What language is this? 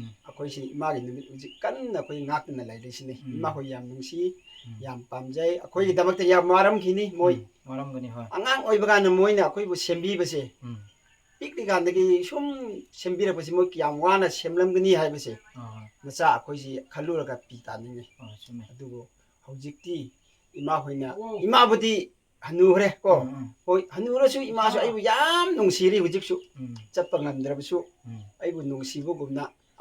Manipuri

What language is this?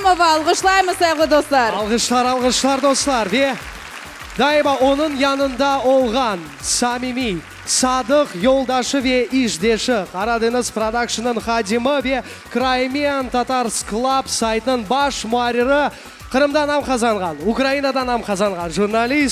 Crimean Tatar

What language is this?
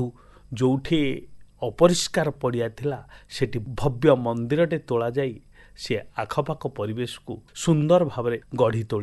Odia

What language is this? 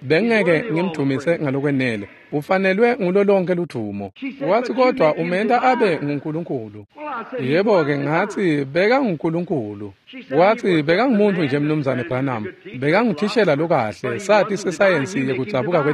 Swati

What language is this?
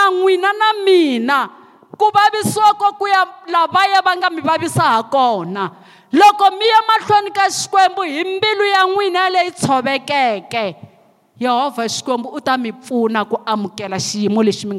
Tsonga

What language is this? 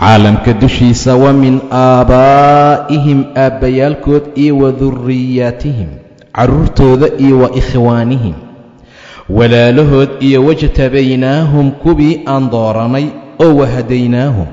Somali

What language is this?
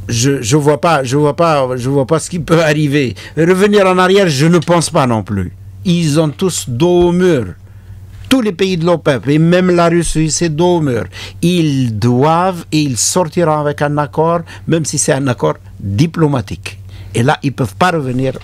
French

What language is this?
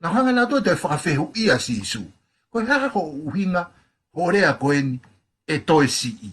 Tongan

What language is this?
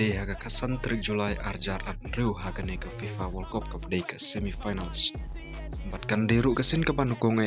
Khasi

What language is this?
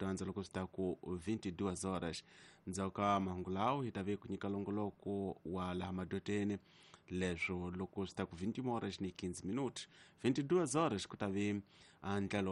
Tsonga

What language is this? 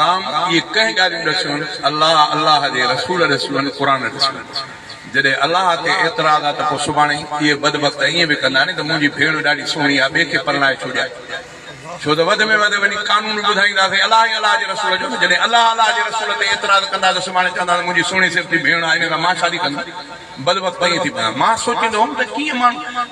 Sindhi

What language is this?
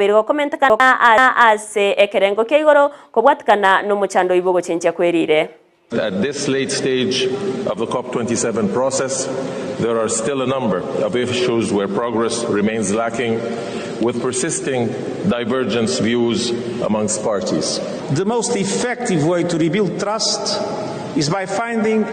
Gusii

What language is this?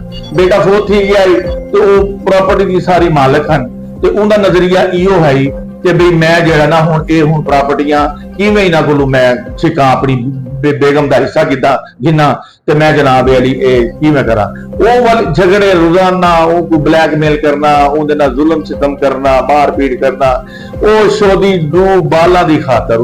Saraiki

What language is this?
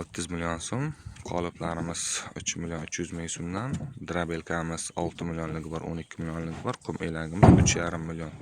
Uzbek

